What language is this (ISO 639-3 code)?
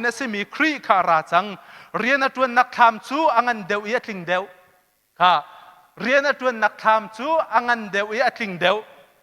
cnh